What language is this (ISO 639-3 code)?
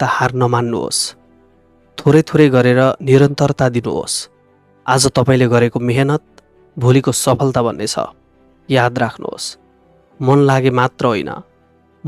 nep